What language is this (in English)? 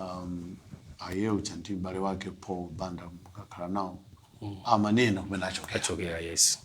Nyanja